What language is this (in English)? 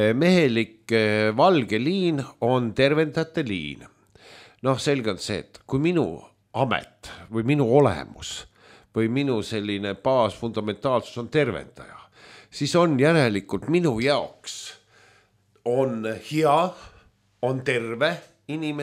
Estonian